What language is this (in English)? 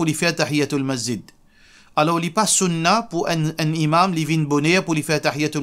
Morisyen